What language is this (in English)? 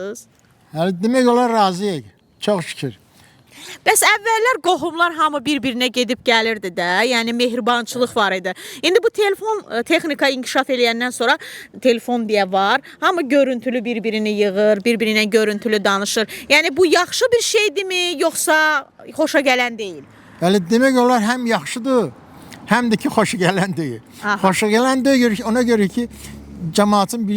Azerbaijani